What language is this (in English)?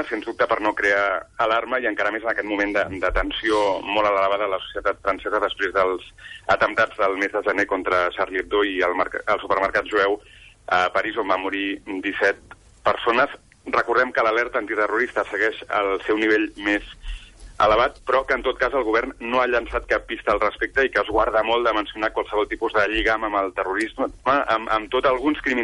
Catalan